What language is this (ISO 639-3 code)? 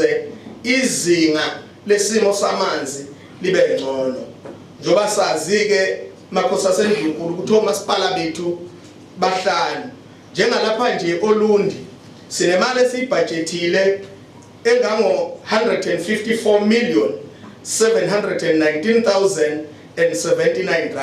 zul